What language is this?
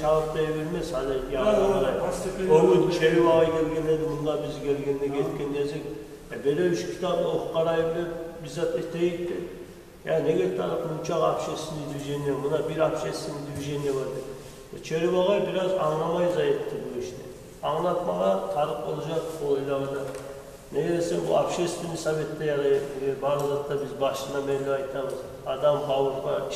Kumyk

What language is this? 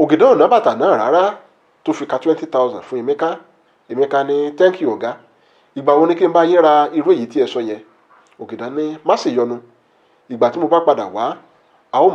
Yoruba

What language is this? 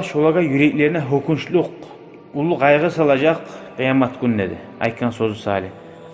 Kumyk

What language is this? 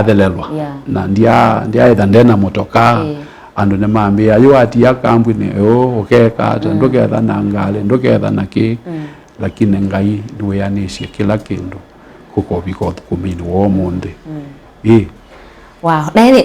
Kamba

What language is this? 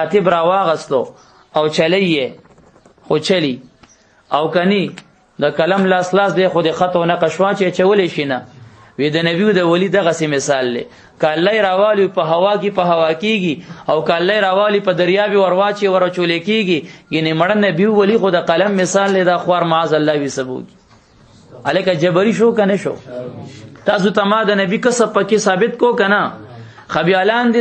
Pashto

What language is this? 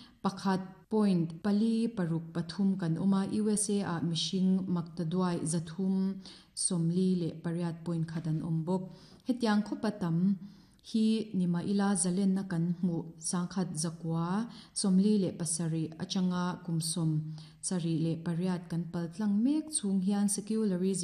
Mizo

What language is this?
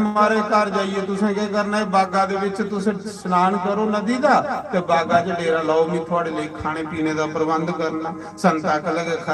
Dogri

